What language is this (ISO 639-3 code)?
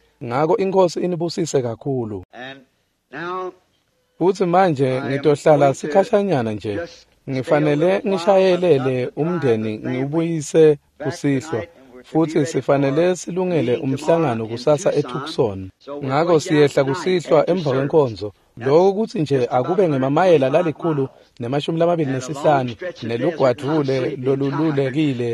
ssw